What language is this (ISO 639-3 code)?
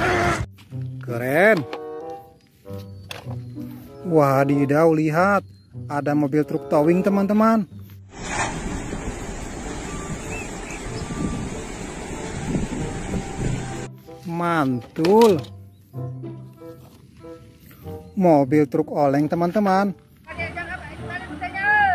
ind